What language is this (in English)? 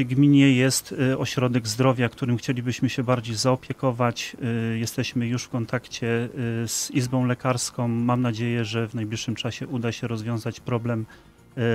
Polish